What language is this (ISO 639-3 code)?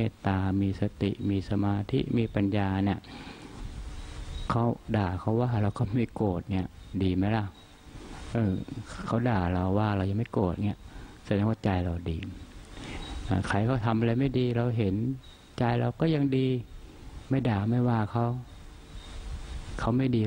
tha